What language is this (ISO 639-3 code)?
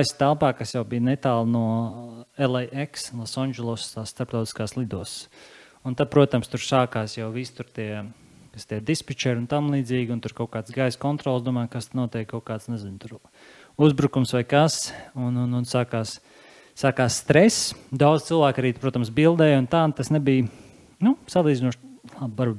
lav